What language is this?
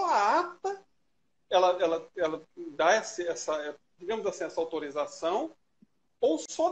Portuguese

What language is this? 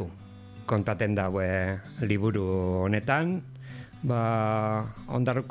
Basque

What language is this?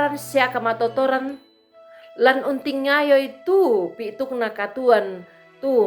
Toraja-Sa'dan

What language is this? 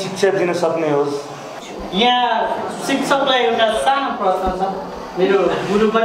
Nepali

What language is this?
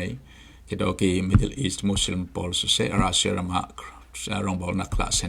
Falam Chin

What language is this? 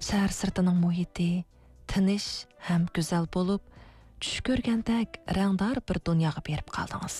Uyghur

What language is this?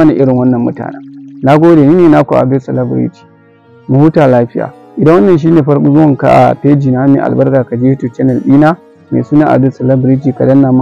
Hausa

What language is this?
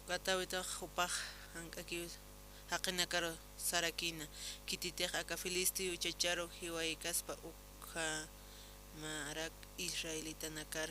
Aymara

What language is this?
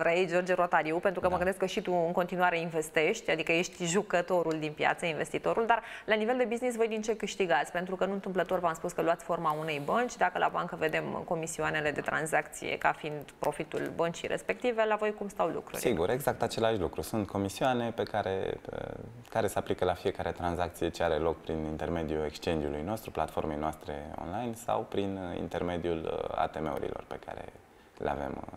Romanian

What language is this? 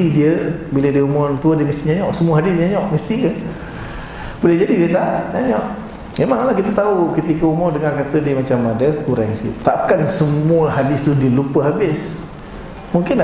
Malay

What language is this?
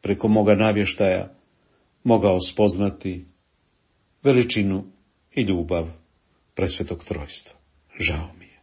Croatian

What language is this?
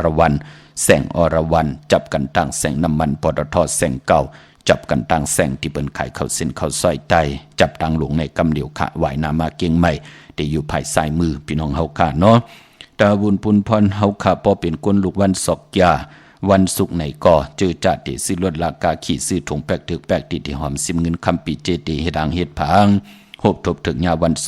Shan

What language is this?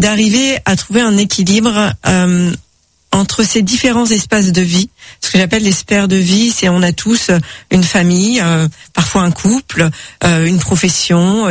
French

